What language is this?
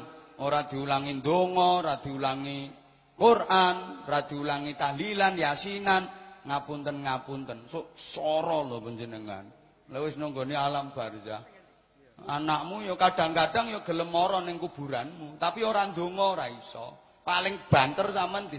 Javanese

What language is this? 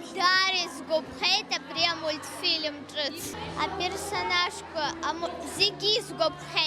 Abkhazian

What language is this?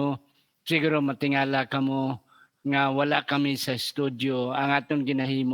Hiligaynon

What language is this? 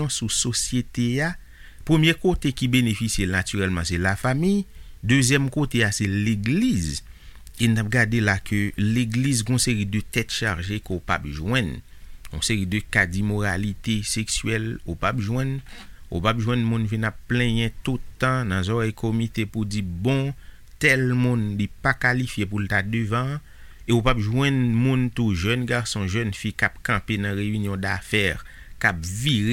Haitian Creole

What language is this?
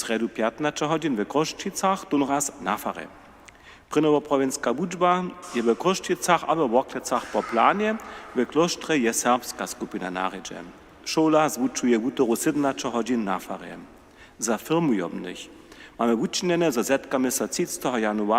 Upper Sorbian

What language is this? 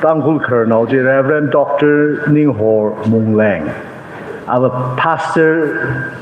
Tangkhul Naga (India)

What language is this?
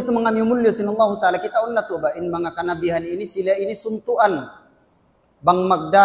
Tausug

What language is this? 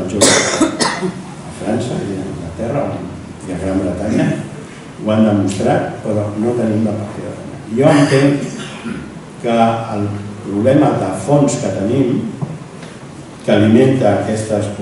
Catalan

